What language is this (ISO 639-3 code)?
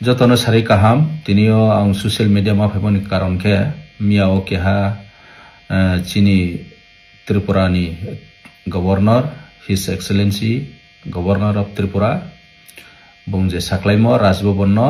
trp